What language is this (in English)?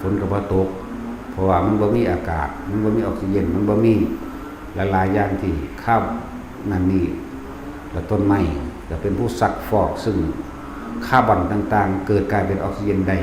Lao